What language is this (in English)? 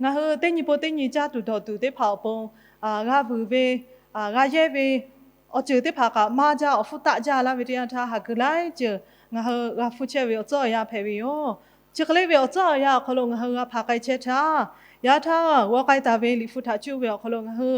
Lahu